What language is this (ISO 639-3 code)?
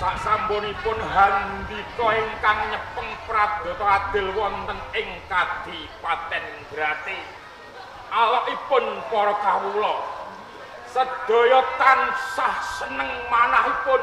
jav